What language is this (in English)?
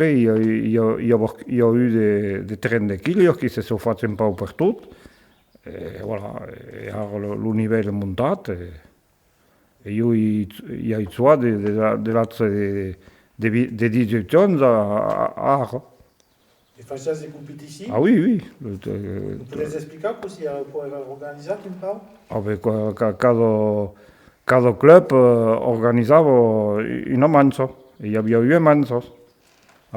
Occitan